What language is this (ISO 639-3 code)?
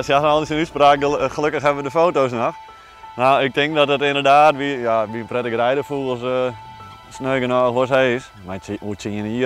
fry